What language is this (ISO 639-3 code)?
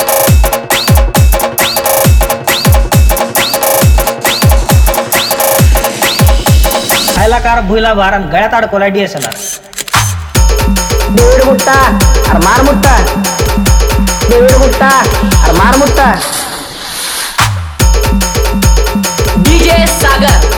mar